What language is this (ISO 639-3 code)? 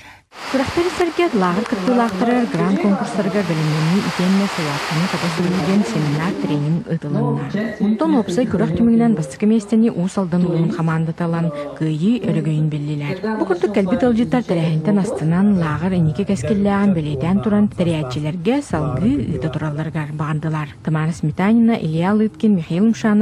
sah